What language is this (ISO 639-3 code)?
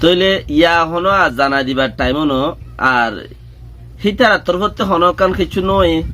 rhg